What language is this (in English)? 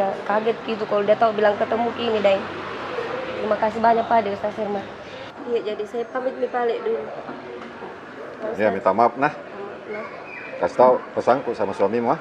Makassar Malay